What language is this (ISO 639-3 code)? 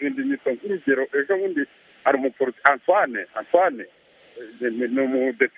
kin